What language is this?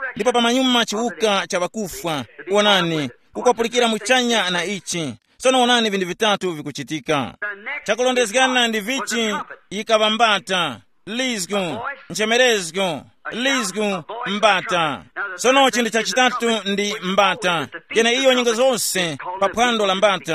Tumbuka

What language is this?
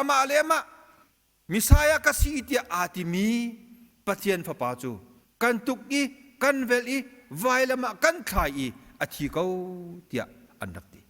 Hakha Chin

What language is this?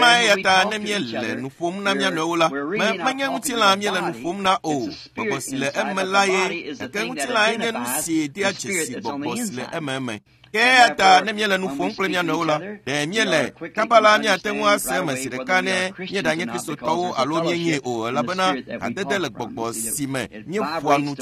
Ewe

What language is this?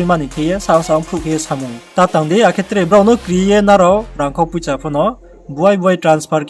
Riang (India)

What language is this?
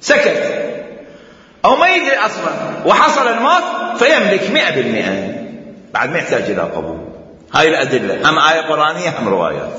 Mesopotamian Arabic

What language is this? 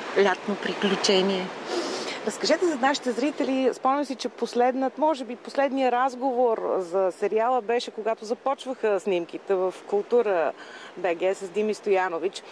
Bulgarian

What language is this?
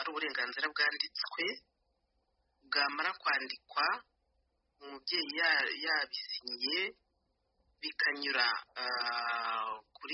Kinyarwanda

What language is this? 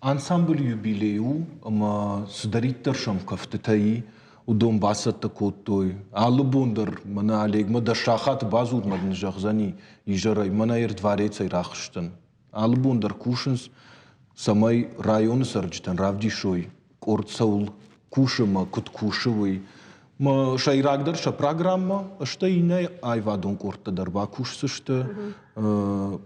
Ossetic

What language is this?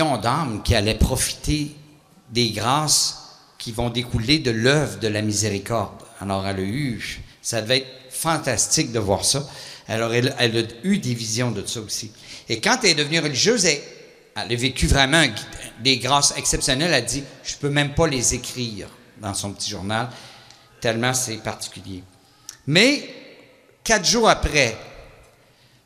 French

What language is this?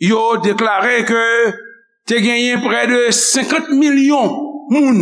Haitian Creole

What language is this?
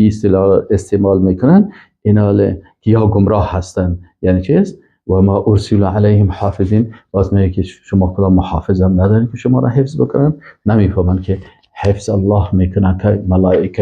Persian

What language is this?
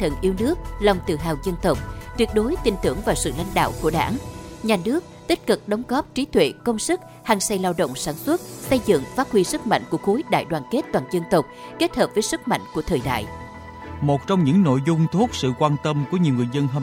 Vietnamese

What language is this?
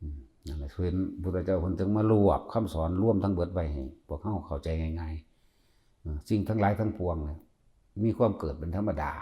Northeastern Thai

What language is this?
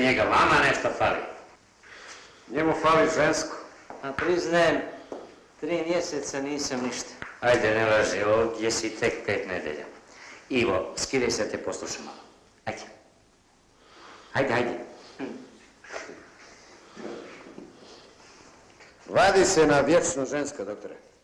Croatian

